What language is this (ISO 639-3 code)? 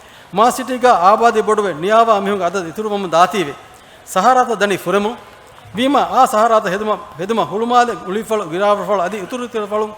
div